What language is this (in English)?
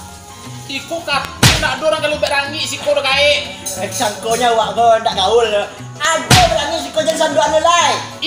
Minangkabau